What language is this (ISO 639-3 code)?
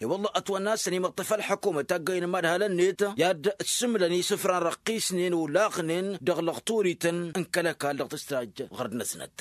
taq